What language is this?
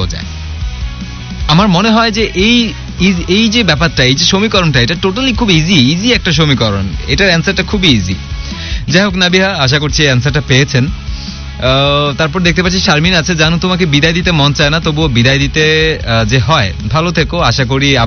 Bangla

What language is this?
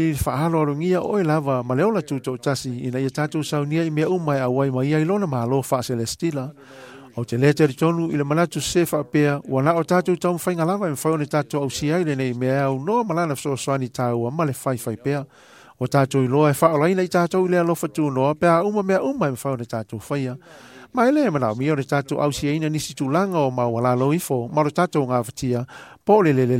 Samoan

